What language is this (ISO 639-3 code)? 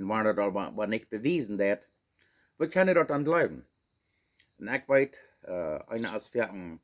pdt